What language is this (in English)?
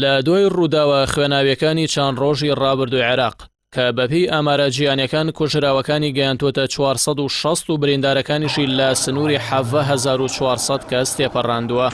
Central Kurdish